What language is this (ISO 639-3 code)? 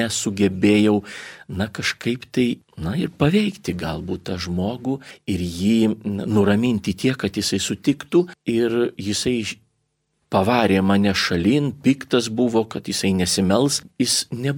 lit